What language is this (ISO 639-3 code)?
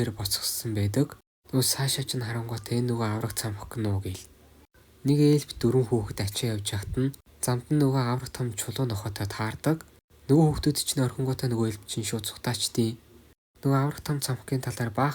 mon